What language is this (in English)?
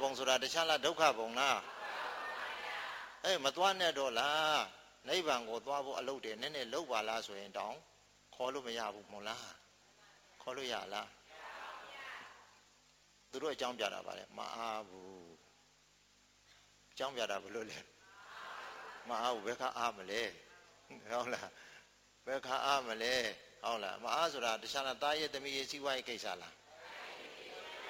Burmese